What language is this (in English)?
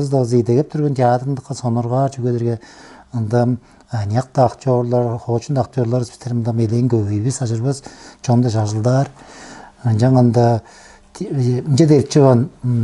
Tuvinian